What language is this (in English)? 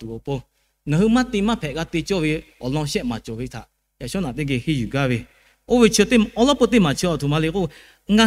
Lahu